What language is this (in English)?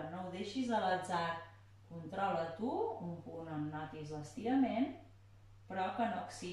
Catalan